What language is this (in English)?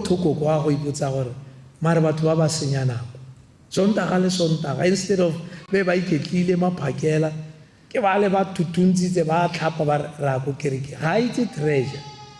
Tswana